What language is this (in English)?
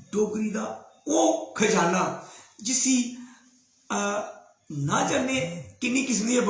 Dogri